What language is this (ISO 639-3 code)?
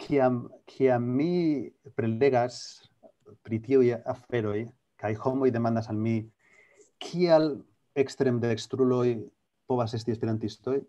epo